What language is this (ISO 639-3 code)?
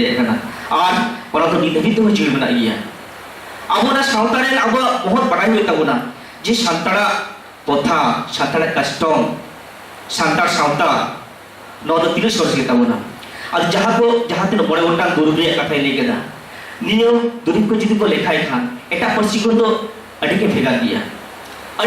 sat